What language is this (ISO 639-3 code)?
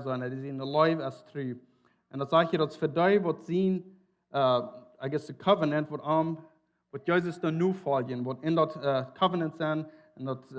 pdt